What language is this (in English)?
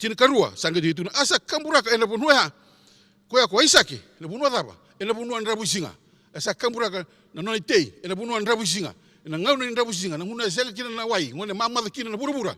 Fijian